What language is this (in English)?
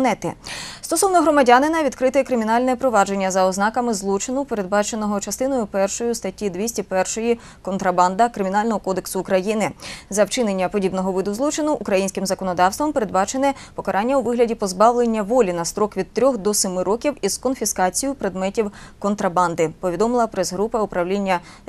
Ukrainian